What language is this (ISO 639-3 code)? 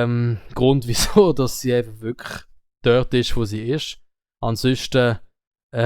gsw